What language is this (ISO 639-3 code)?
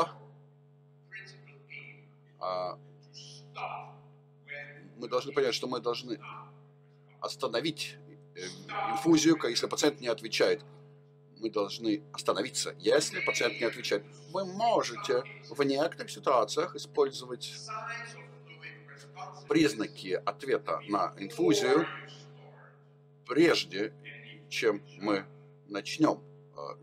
rus